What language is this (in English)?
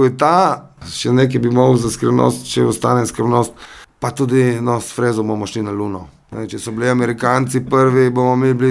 Slovenian